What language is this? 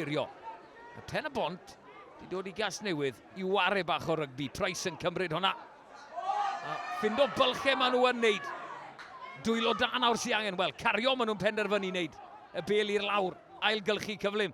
Welsh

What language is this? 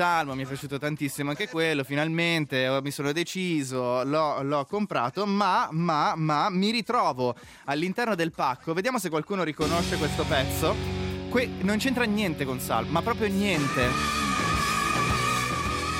Italian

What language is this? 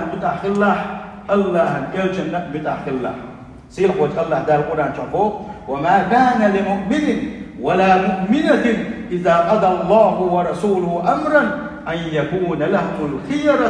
Chechen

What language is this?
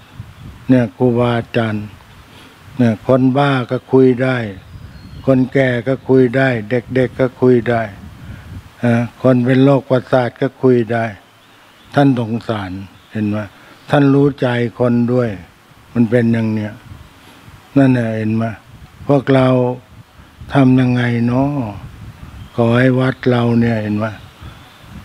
Thai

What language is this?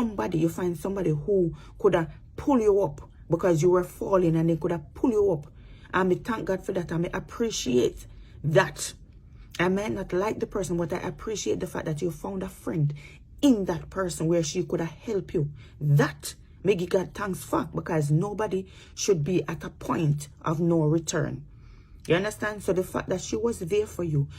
Jamaican Creole English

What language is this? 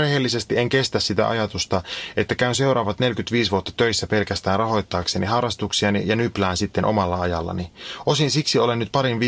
Finnish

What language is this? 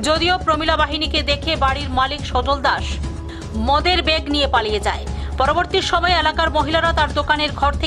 Bangla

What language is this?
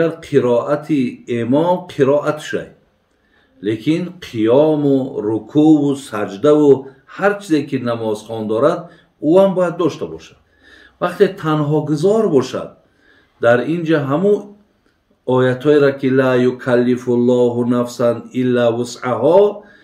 Tajik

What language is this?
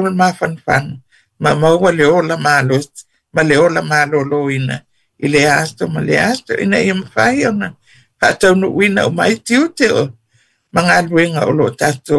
Samoan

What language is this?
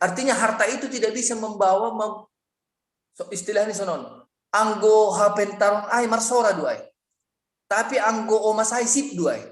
Batak Simalungun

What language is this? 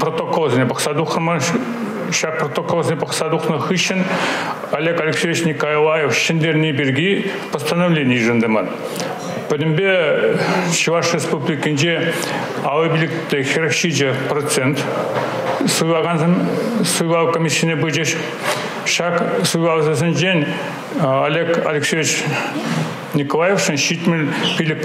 Chuvash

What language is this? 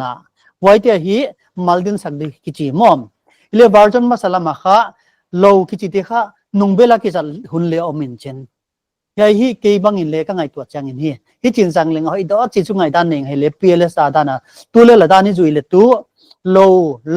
Paite Chin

